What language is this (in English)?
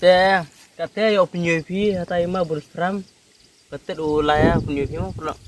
Khasi